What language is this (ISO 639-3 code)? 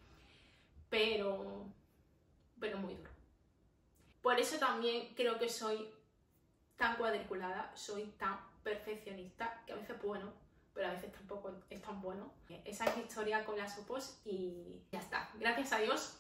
spa